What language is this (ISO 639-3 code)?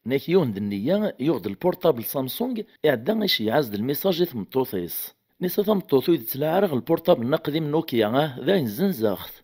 kab